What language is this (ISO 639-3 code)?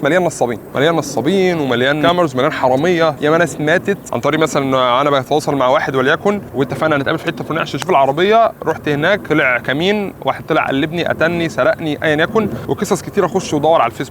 arz